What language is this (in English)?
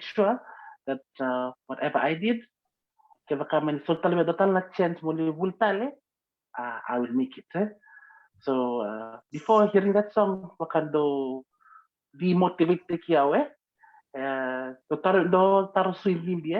Fijian